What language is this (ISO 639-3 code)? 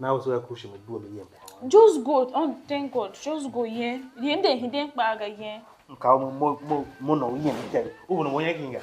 tiv